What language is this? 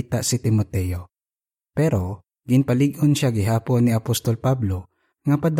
Hiligaynon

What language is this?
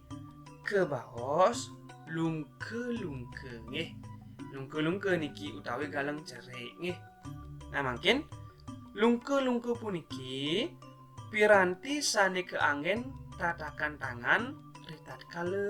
Balinese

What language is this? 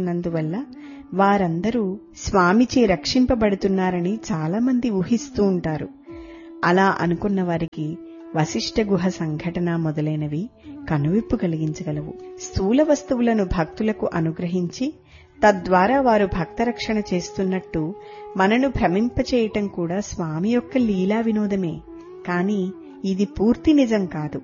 Telugu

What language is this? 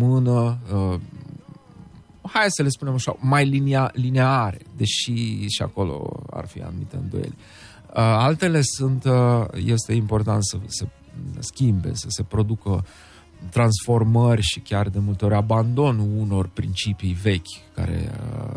Romanian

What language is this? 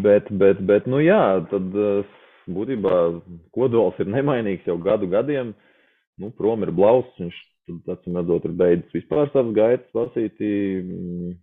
Latvian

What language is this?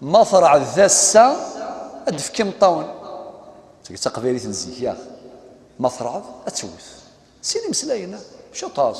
Kabyle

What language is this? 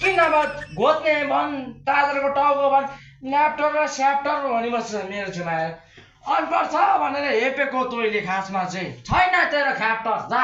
Nepali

